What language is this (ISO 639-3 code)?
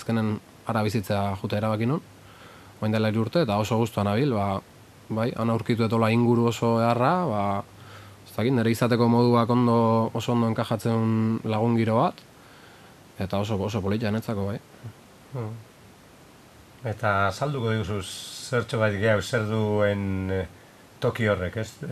eus